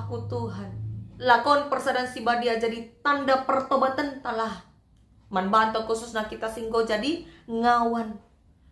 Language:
Batak Karo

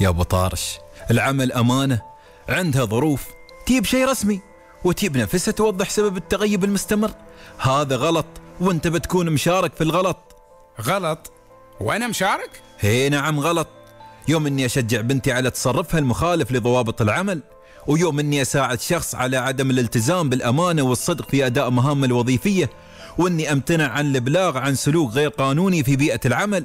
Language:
Gulf Arabic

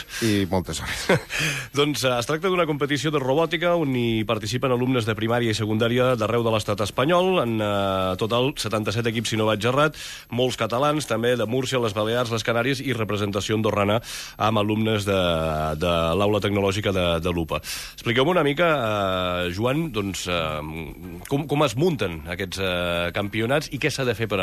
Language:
Catalan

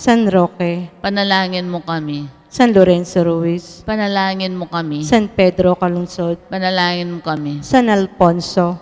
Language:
Pampanga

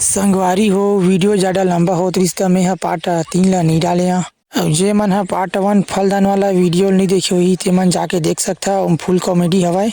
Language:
Chhattisgarhi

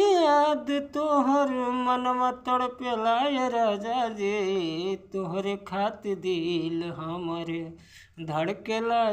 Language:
Bhojpuri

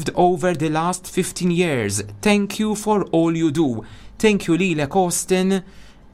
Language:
Maltese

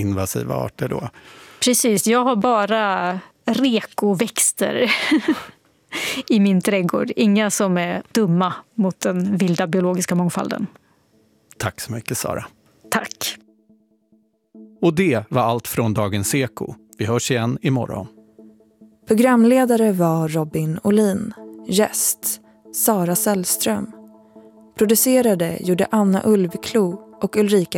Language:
Swedish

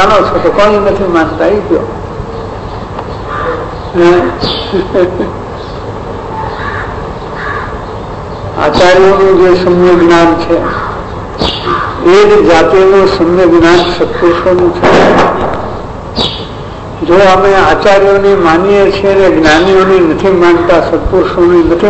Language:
Gujarati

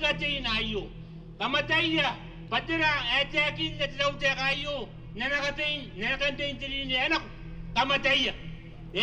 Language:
Gilbertese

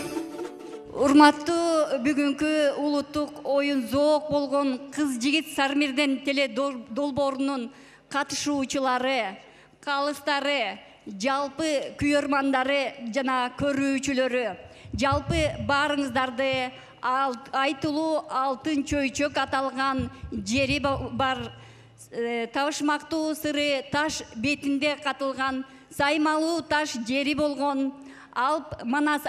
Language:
Kyrgyz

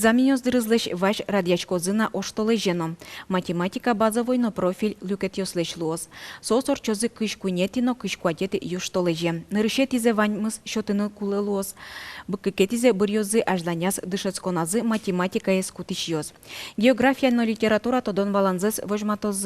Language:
Udmurt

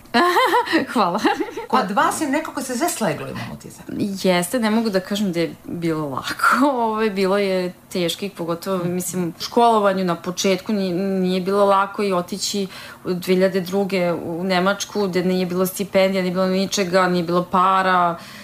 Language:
Serbian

